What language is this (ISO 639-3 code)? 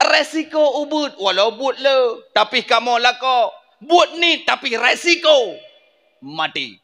ace